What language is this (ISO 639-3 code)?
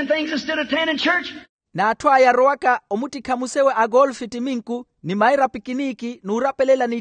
vmw